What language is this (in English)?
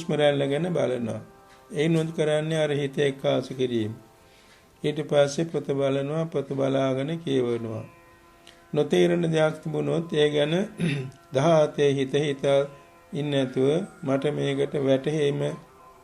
Sinhala